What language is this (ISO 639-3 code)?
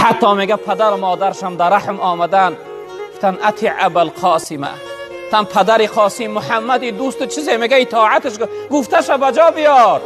tgk